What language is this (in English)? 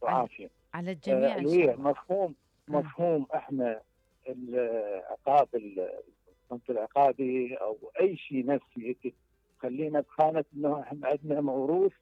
Mesopotamian Arabic